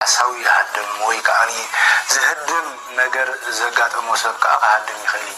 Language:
Tigrinya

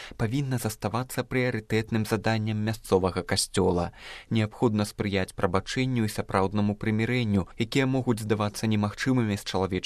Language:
Belarusian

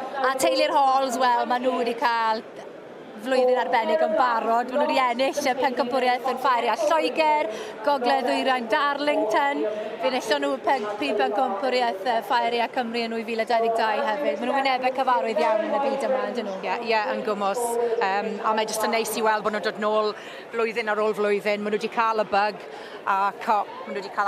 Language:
Welsh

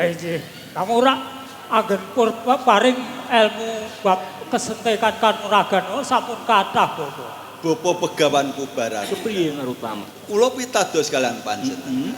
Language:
Javanese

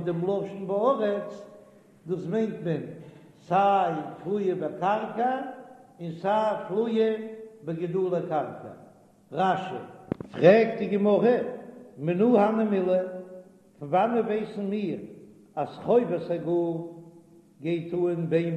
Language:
Yiddish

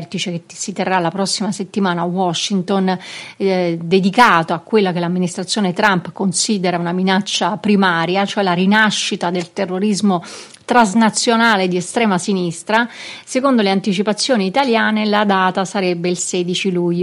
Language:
Italian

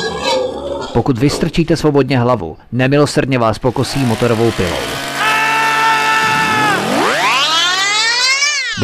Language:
Czech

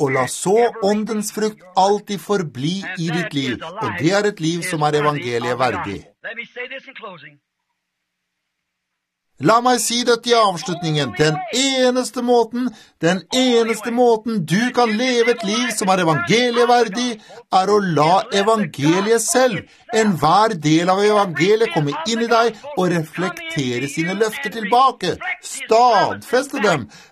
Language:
Norwegian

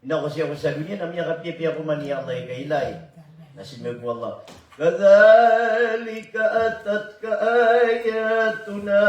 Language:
Maranao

